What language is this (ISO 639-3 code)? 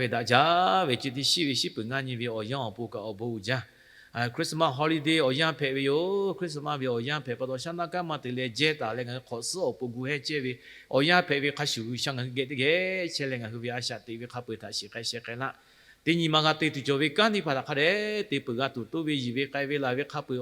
lhu